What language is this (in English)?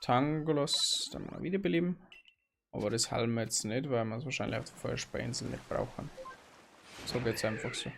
Bavarian